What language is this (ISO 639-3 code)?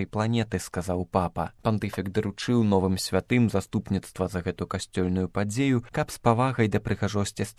bel